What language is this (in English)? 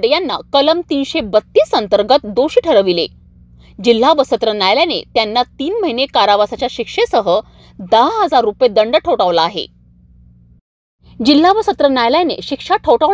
Marathi